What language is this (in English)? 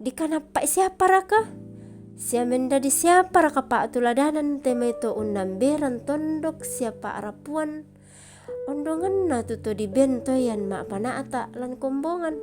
Toraja-Sa'dan